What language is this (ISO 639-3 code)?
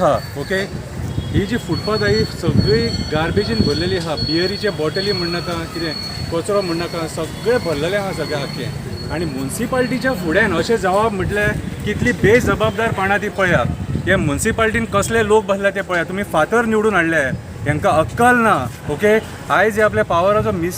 kok